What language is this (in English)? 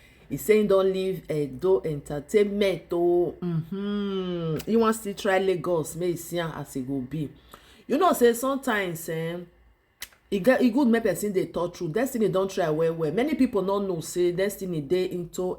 Nigerian Pidgin